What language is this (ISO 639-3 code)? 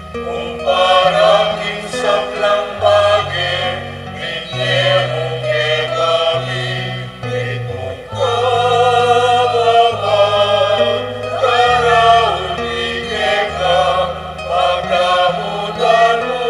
pam